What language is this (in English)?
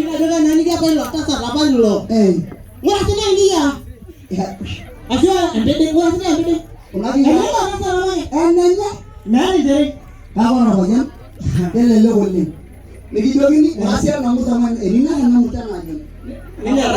Masai